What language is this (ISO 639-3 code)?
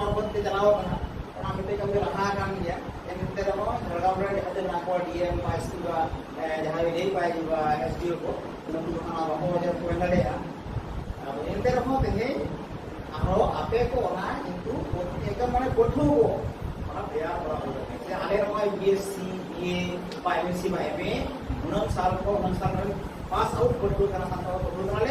sat